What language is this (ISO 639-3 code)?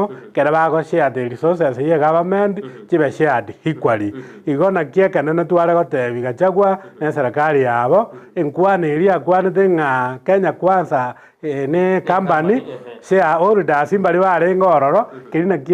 guz